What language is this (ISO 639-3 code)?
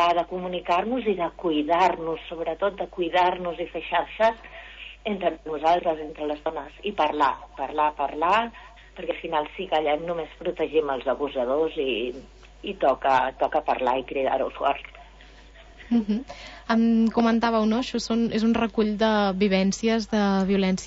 cat